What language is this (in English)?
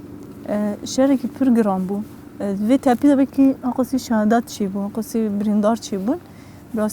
Kurdish